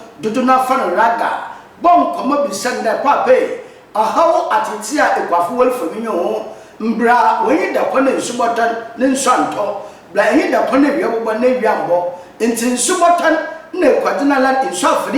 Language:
Akan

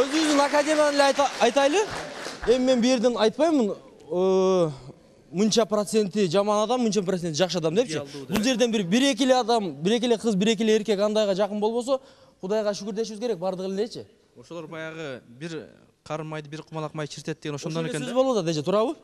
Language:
Kyrgyz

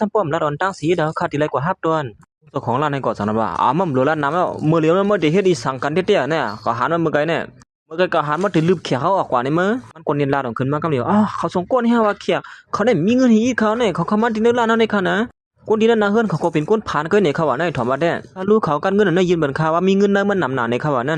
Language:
Shan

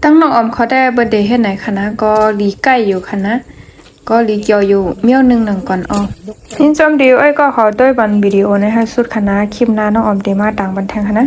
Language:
Shan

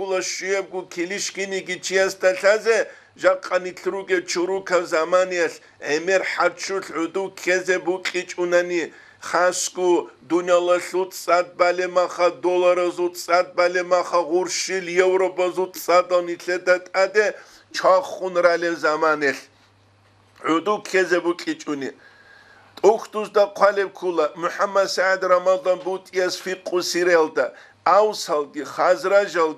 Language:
Avaric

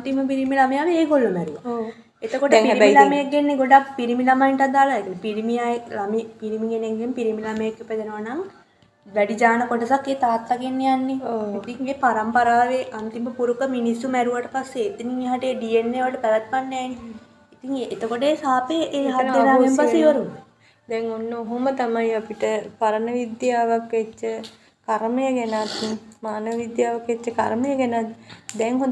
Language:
Sinhala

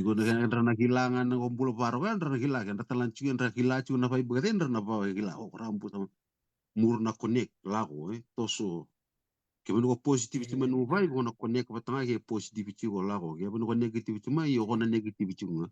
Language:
Fijian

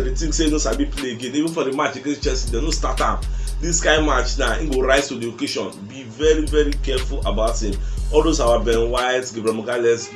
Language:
Nigerian Pidgin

